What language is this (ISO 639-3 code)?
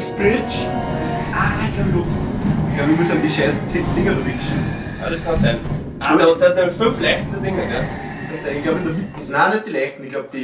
bar